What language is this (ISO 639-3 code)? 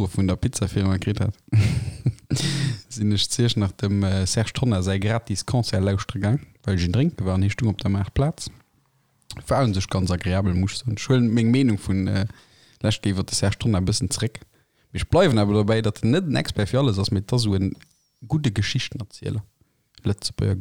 ltz